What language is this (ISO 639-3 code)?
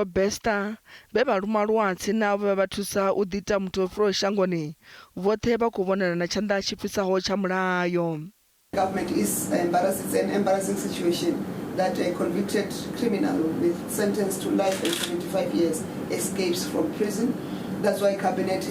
ven